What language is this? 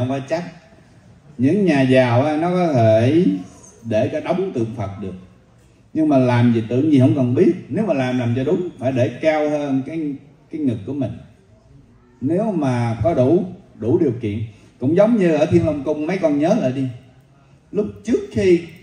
Vietnamese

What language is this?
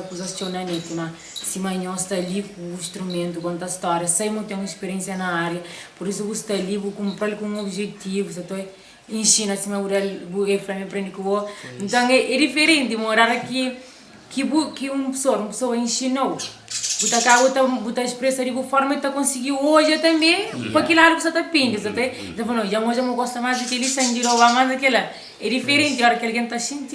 Kabuverdianu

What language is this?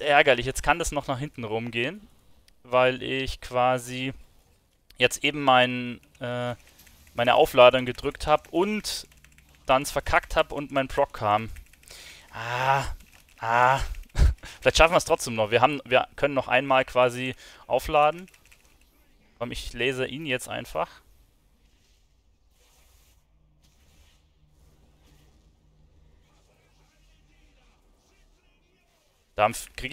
German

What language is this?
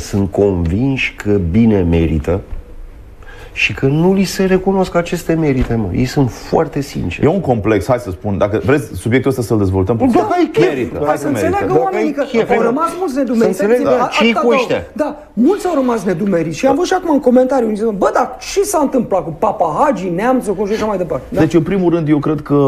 Romanian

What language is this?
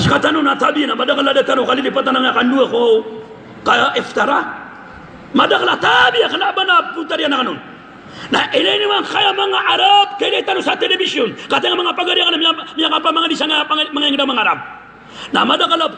Maranao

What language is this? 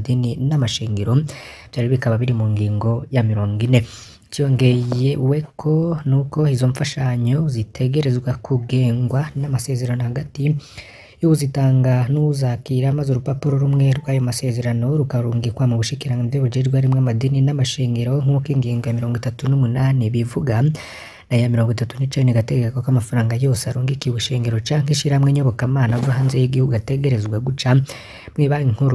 Rundi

